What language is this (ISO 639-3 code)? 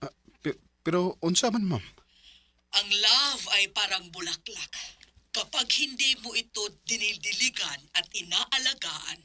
ceb